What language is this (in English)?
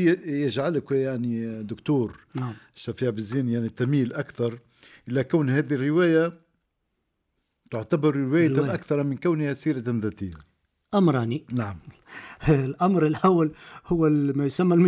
Tunisian Arabic